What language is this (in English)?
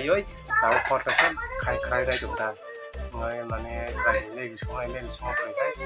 Kok Borok